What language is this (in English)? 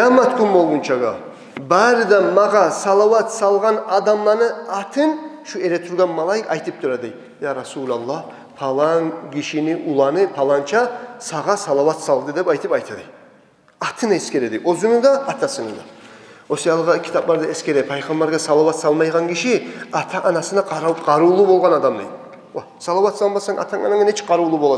Kumyk